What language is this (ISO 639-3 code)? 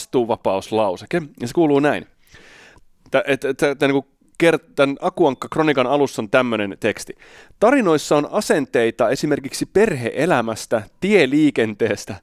fin